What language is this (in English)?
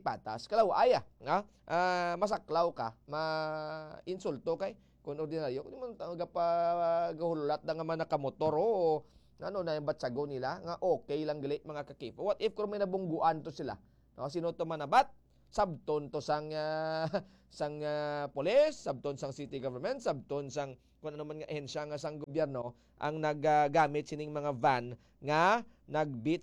Hiligaynon